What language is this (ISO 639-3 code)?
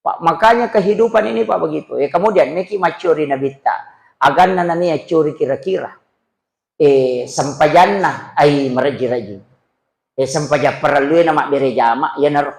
bug